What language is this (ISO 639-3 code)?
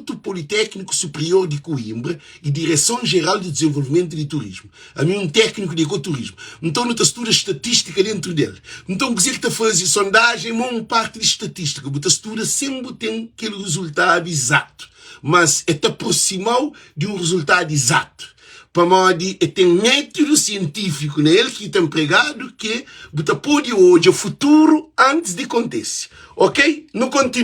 kea